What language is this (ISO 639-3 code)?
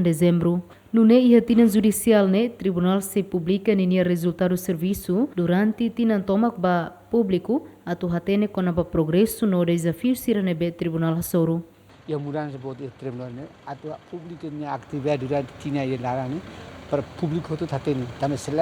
tet